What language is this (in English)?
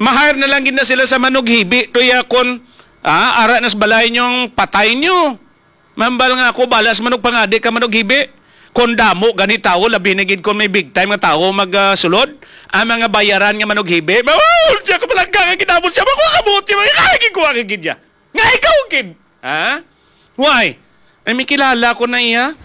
Hiligaynon